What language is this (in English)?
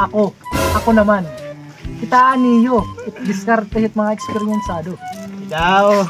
Waray